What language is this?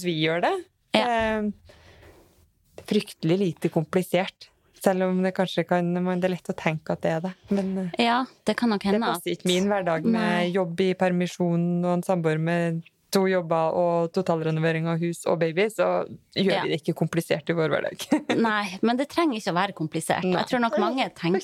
Norwegian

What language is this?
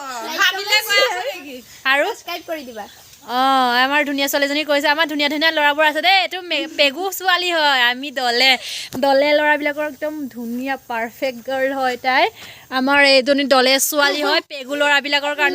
Assamese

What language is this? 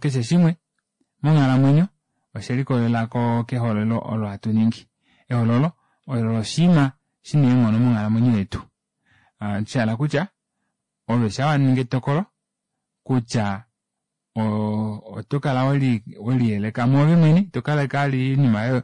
Kuanyama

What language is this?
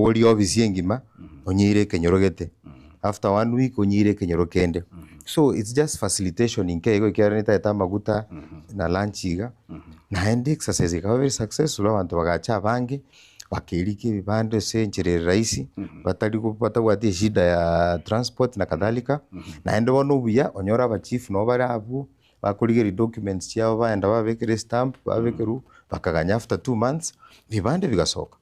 Gusii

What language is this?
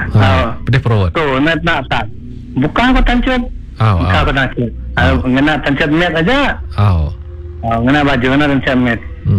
Iban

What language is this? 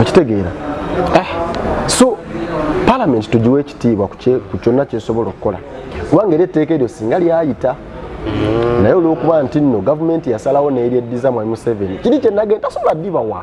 Ganda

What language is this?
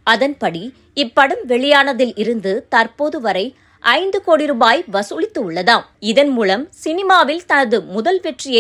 Tamil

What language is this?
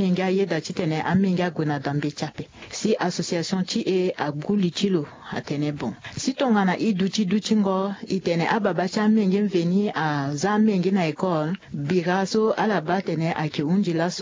Sango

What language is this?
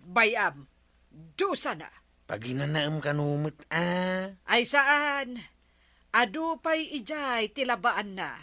Iloko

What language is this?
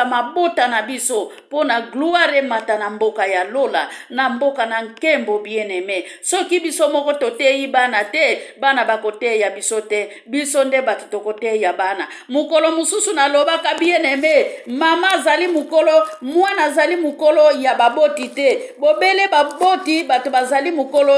Lingala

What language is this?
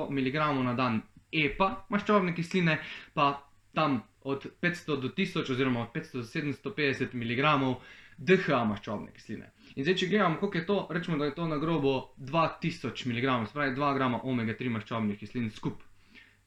Slovenian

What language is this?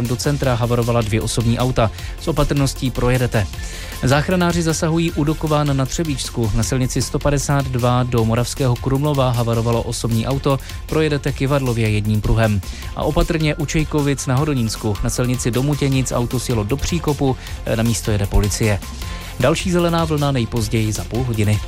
Czech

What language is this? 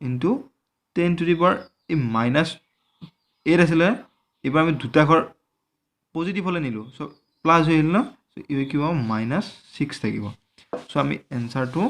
Assamese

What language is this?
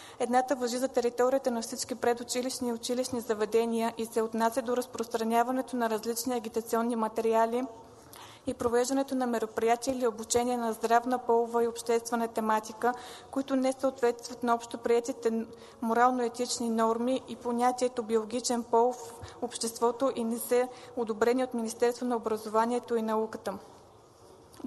Bulgarian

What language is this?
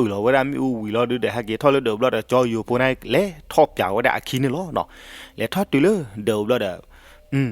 S'gaw Karen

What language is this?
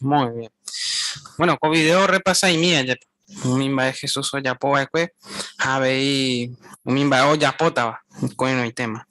Guarani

